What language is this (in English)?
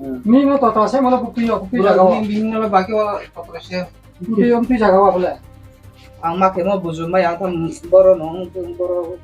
Riang (India)